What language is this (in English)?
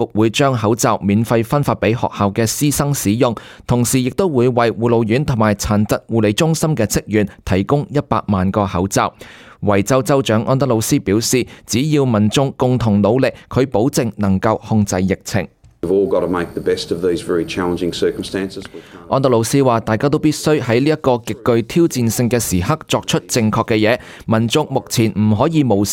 Cantonese